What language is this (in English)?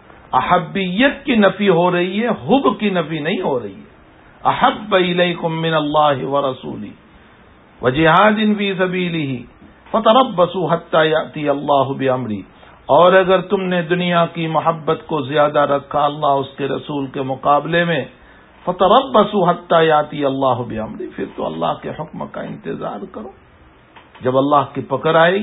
Urdu